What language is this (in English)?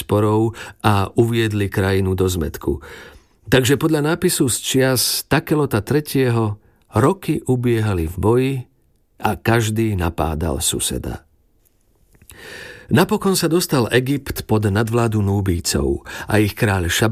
Slovak